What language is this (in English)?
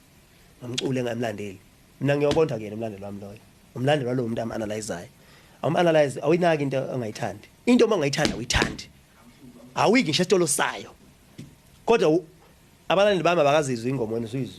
Zulu